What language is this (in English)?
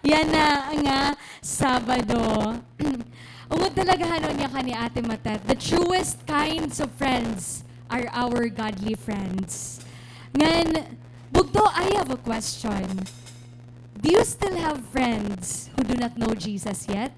Waray